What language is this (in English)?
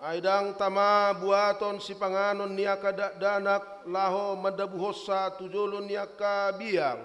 Batak Toba